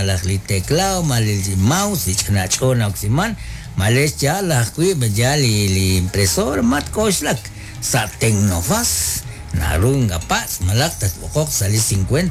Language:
Kekchí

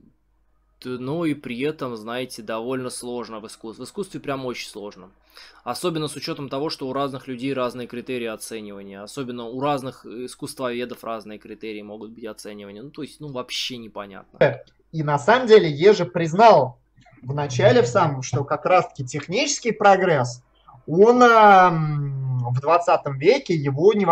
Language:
Russian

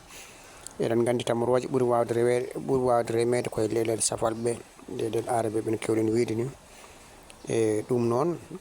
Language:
Fula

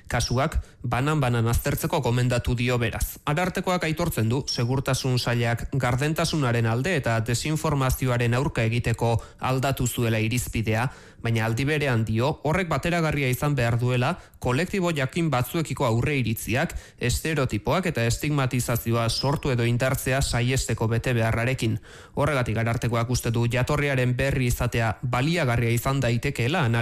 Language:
Basque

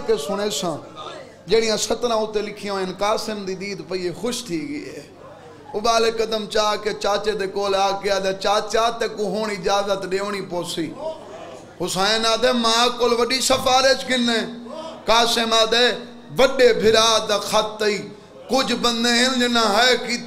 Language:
Saraiki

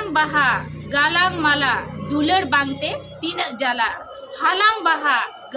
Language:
Santali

